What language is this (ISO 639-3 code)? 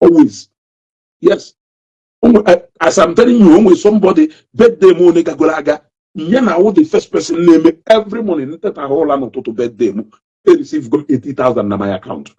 ibo